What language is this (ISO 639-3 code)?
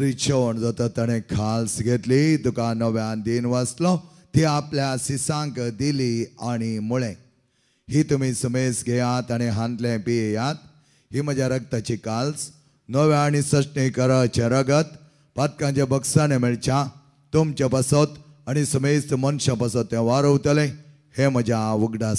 kok